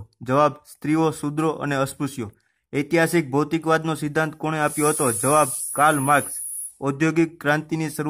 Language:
Gujarati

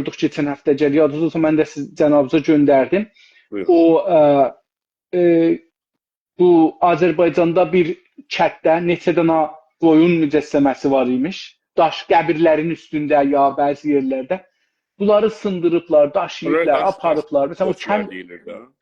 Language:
South Azerbaijani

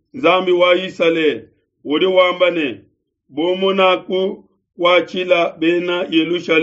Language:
Luba-Lulua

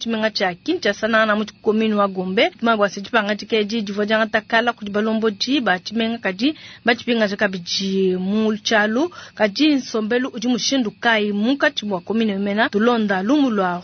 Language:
Luba-Lulua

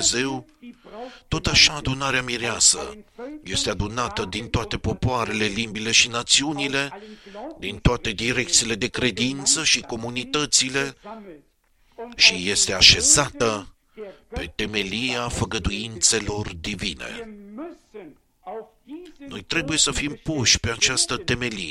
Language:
Romanian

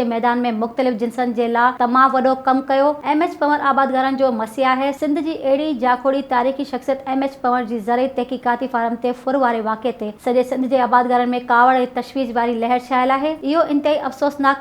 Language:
Sindhi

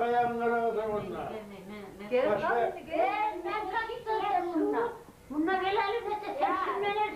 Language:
Kumyk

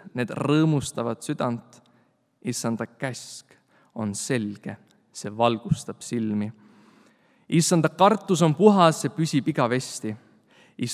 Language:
Estonian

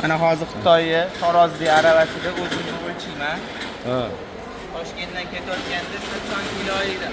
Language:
Uzbek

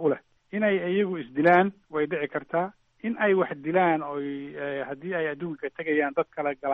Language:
Somali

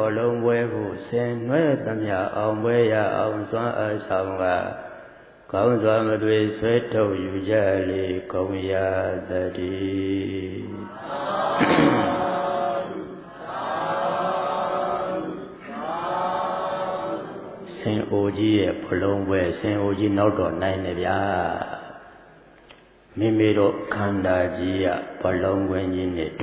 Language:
Burmese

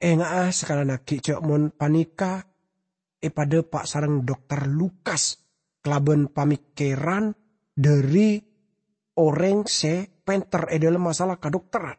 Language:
Madurese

